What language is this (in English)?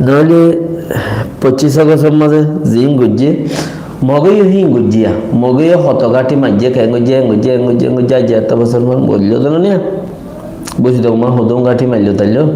Rohingya